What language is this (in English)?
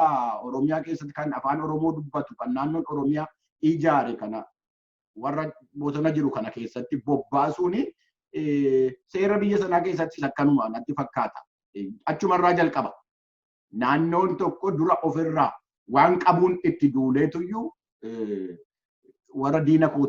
Oromo